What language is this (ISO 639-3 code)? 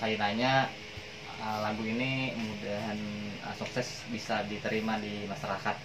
bjn